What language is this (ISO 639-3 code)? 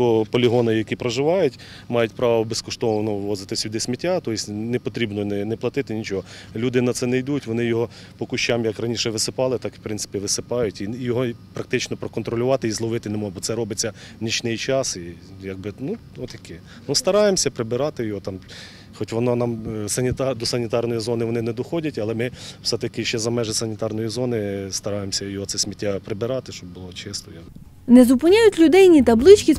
ukr